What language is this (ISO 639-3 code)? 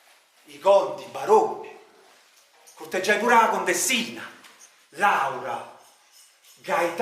nap